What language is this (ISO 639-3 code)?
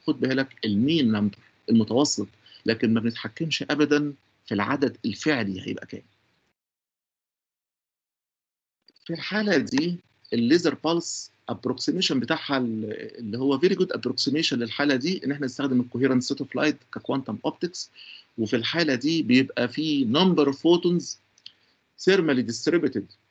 arz